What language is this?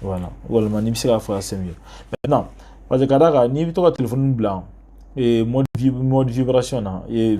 Bambara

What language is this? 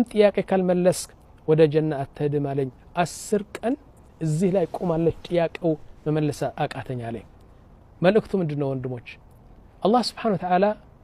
Amharic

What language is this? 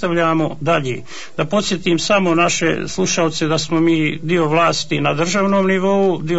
Bosnian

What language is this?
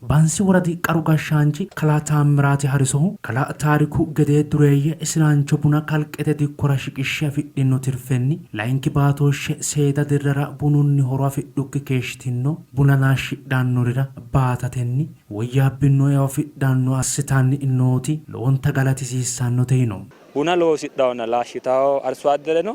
Sidamo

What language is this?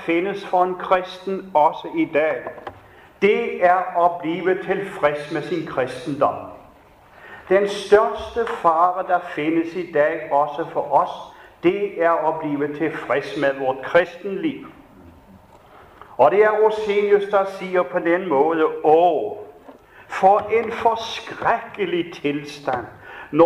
Danish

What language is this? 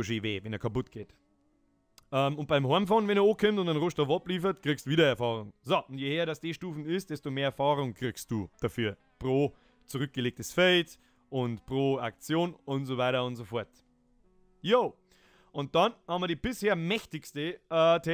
Bavarian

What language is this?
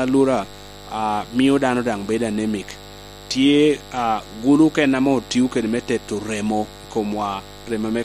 Lango (Uganda)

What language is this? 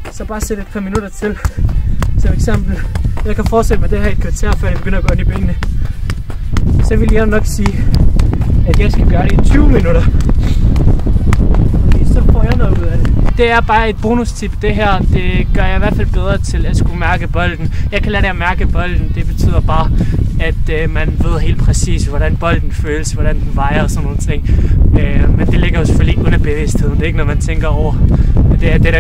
Danish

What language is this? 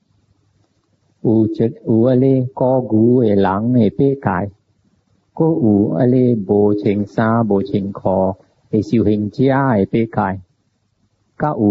Min Nan Chinese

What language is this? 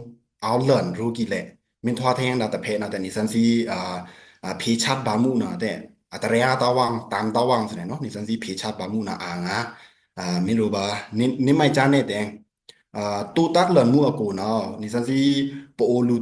Pa'o Karen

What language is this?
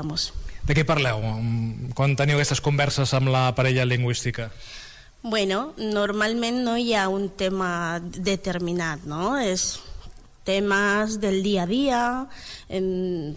Catalan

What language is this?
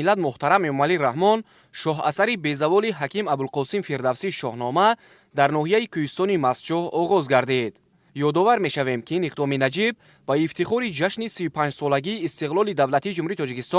Tajik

